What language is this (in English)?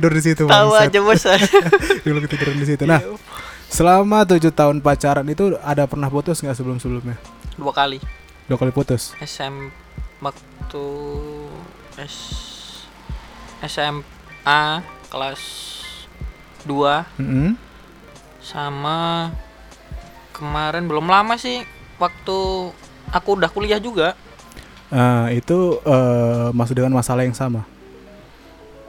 Indonesian